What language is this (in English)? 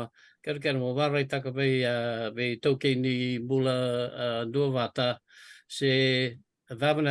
Fijian